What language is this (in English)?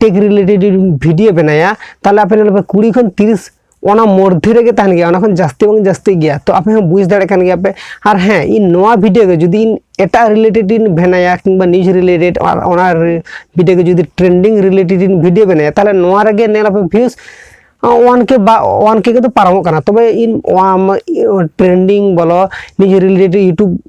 Santali